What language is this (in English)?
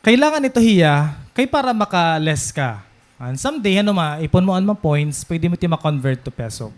Waray